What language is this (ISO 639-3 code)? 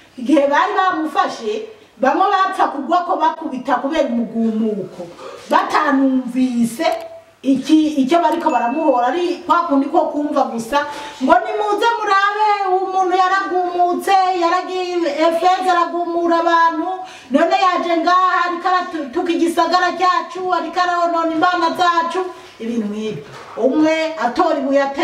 run